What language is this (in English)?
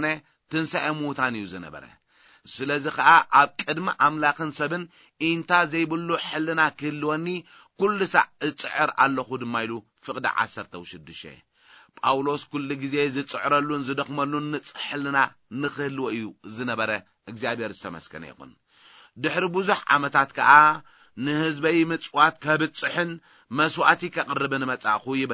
Tigrinya